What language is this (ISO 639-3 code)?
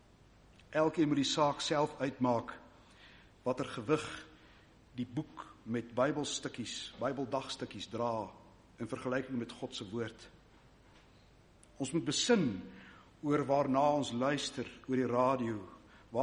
afr